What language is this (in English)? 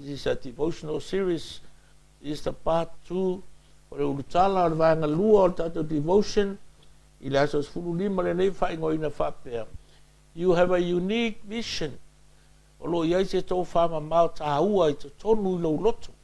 Samoan